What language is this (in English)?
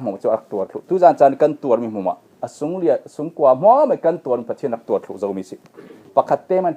Falam Chin